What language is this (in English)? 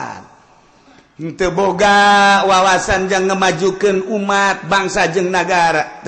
Sundanese